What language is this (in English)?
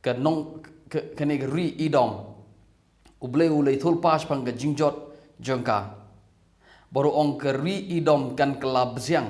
Khasi